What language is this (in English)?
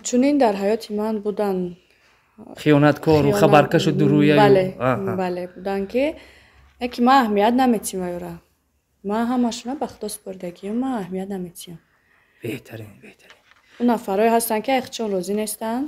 Tajik